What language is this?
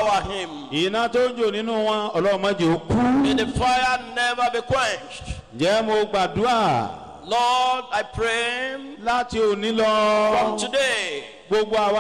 Yoruba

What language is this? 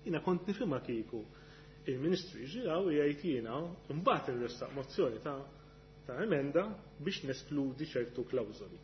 Maltese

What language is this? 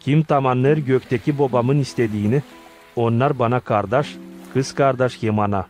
Gagauz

